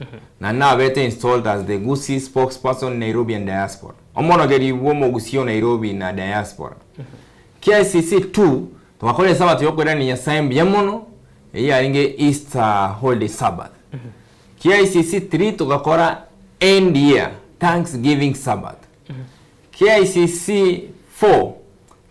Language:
Gusii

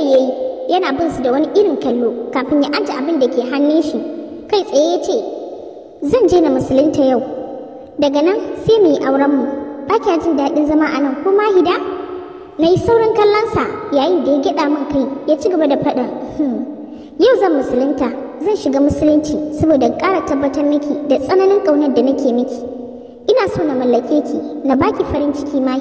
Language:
Hausa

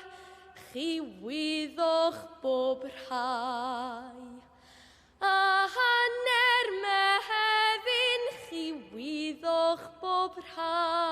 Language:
Welsh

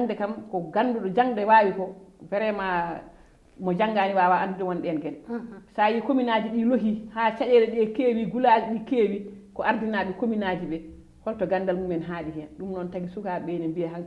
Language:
Fula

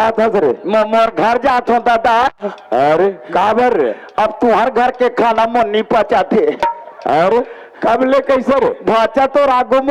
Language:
Chhattisgarhi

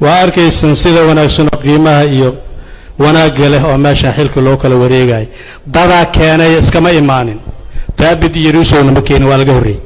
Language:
Somali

